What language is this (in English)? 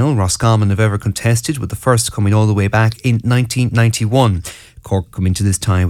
English